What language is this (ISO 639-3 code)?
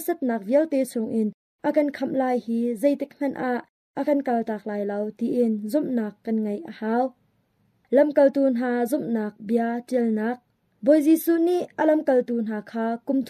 cnh